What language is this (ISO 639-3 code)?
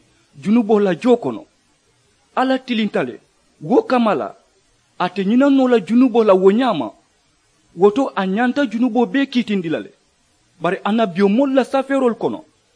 man